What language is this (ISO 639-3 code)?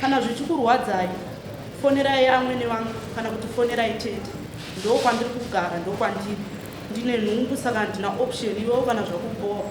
sna